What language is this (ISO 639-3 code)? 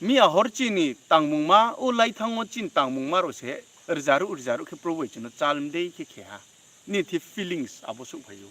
ria